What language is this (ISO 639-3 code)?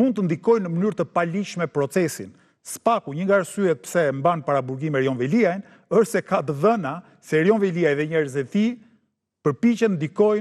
sqi